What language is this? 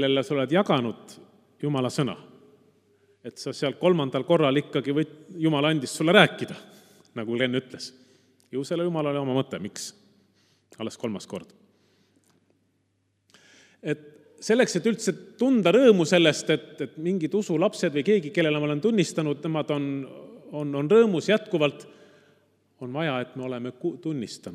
Estonian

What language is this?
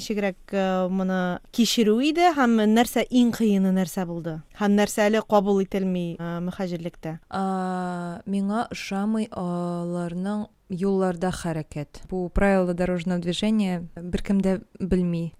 Tatar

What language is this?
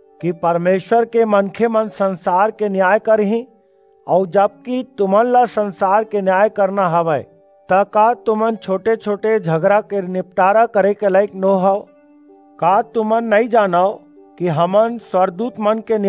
Chhattisgarhi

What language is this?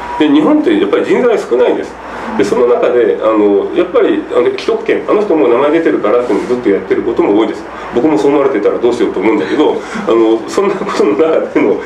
Japanese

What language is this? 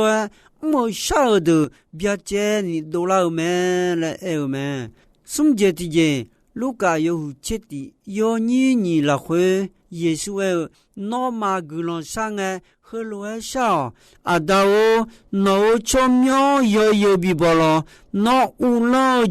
Akha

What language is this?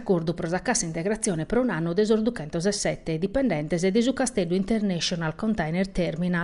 Sardinian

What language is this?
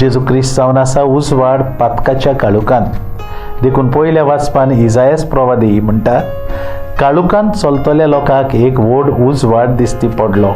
Konkani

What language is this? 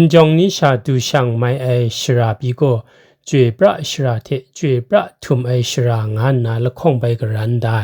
Kachin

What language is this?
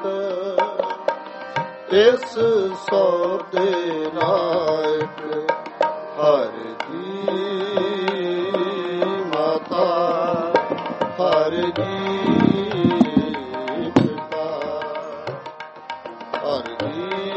Punjabi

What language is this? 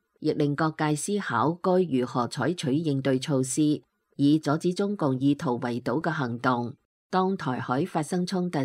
Cantonese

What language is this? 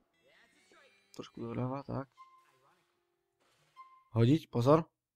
Slovak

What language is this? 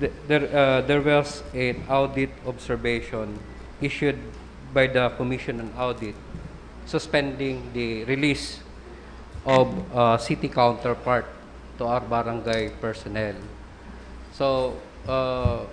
Bikol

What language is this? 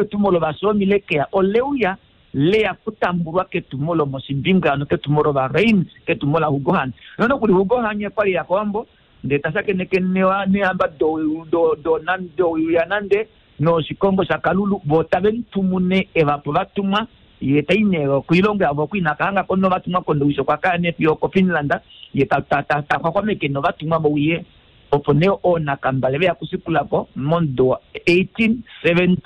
Kuanyama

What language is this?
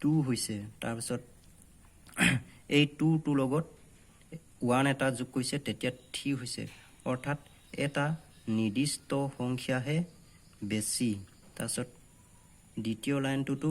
Assamese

